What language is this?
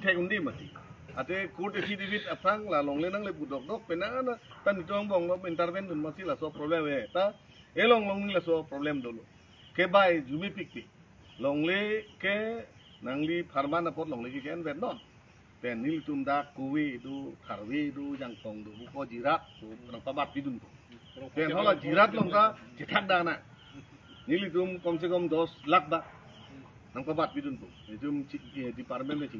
Karbi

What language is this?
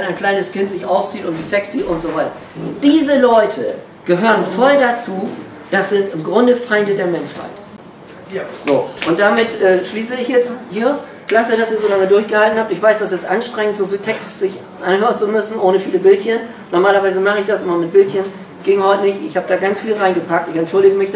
German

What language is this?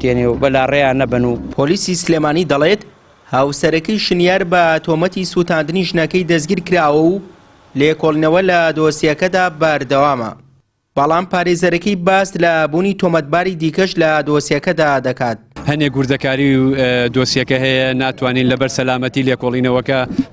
Central Kurdish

